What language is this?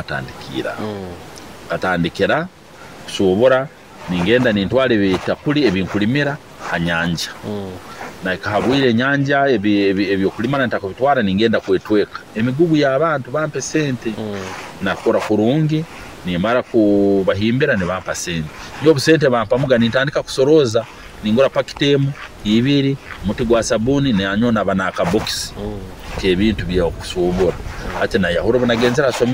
Nyoro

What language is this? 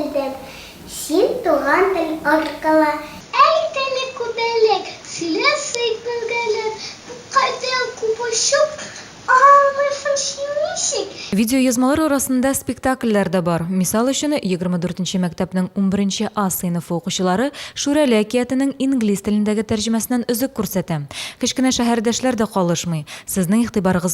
Tatar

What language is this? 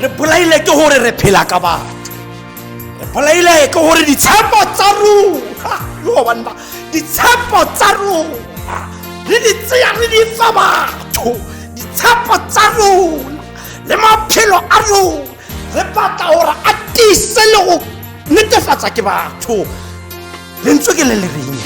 Tswana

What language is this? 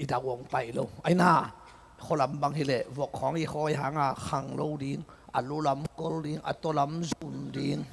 Tedim Chin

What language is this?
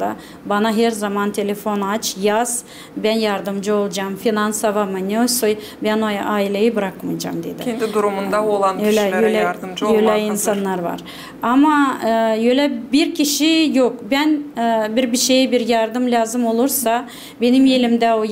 Gagauz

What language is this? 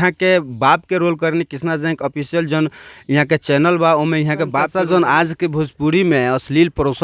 Bhojpuri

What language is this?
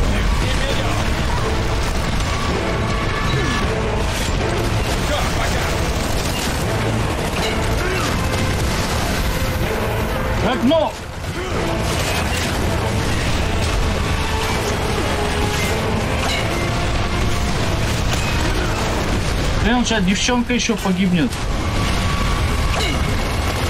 Russian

